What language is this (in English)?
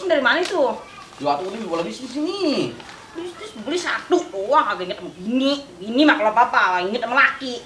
Betawi